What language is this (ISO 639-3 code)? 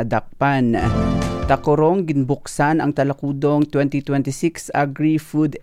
hil